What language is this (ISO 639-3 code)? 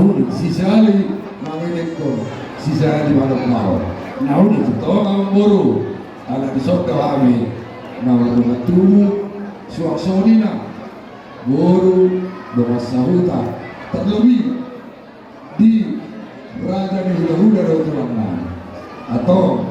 bbc